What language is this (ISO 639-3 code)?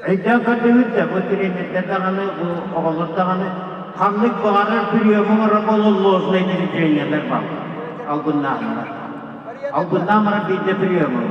sah